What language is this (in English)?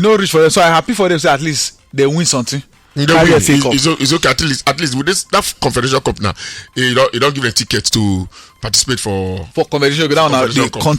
Nigerian Pidgin